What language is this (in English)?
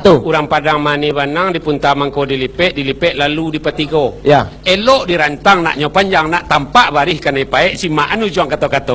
Minangkabau